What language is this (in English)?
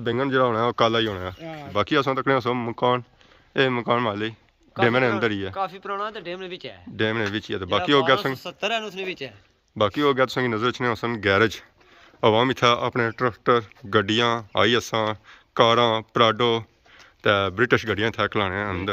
Pahari-Potwari